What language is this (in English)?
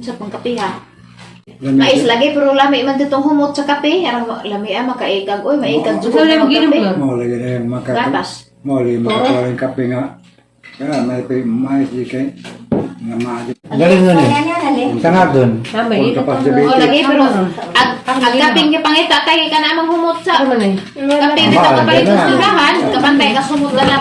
Cebuano